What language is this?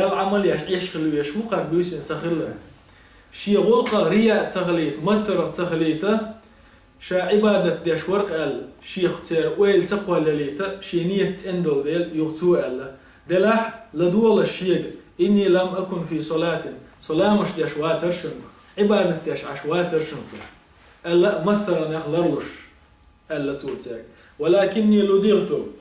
Chechen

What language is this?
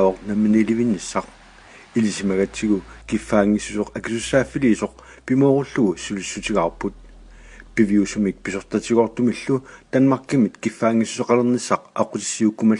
Kalaallisut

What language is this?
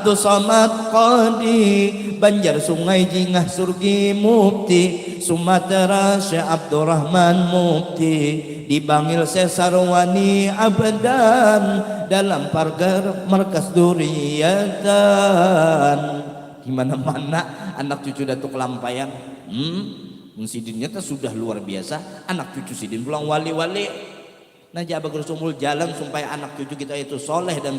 Banjar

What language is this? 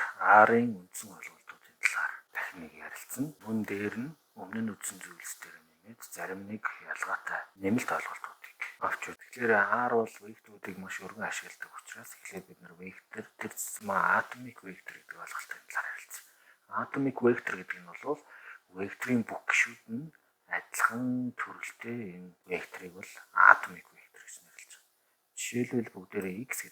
Mongolian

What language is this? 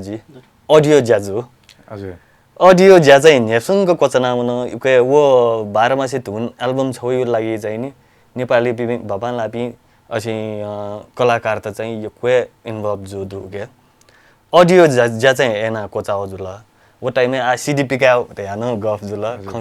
Newari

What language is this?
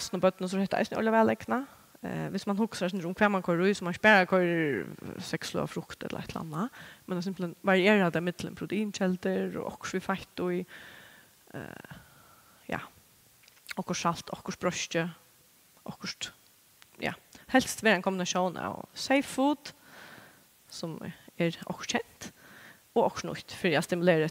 Faroese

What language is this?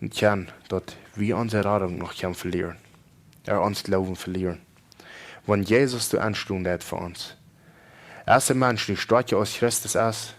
Plautdietsch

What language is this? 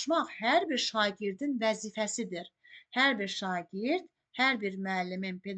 Azerbaijani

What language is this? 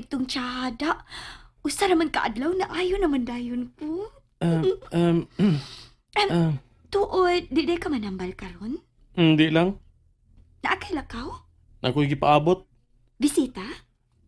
Cebuano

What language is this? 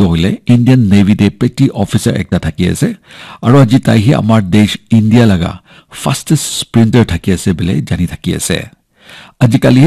Naga Pidgin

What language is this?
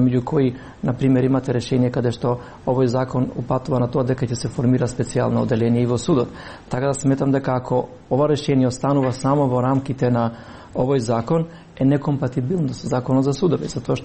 Macedonian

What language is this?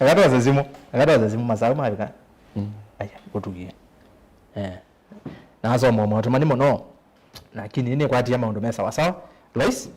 Kamba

